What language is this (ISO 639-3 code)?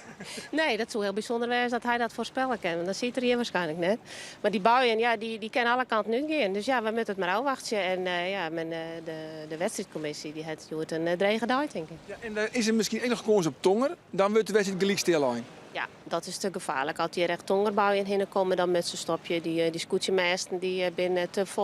fry